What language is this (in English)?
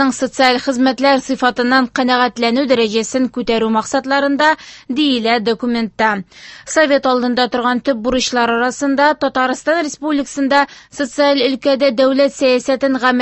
Tatar